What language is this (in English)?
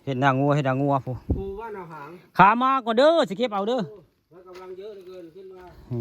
Northeastern Thai